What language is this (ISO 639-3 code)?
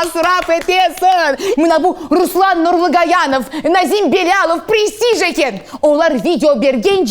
crh